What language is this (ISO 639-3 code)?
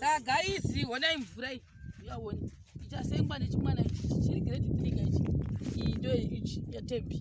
sna